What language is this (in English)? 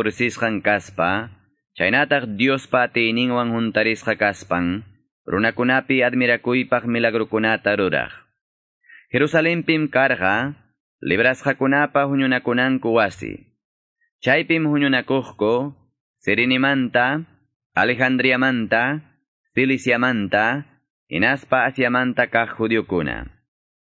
Quechua